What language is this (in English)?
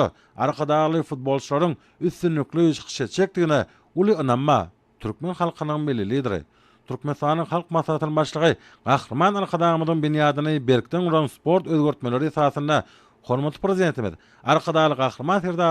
Turkmen